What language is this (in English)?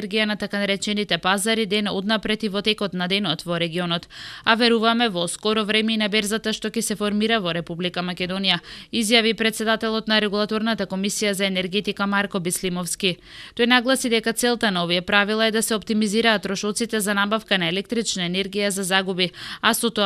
Macedonian